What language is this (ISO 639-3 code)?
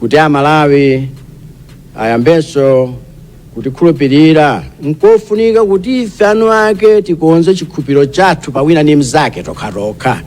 nya